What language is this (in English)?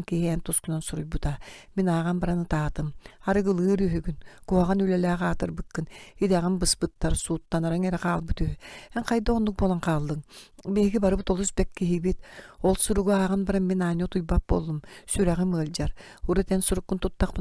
Yakut